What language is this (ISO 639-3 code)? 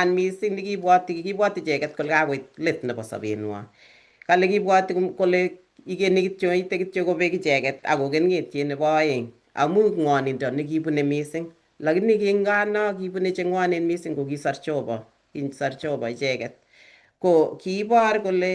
kln